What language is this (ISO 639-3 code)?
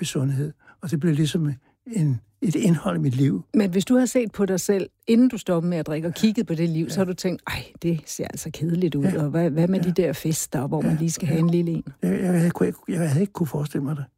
dan